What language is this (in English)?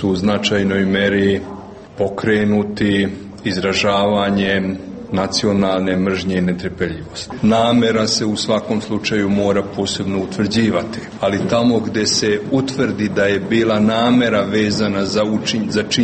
Serbian